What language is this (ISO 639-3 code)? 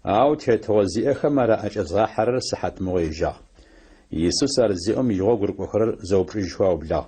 ady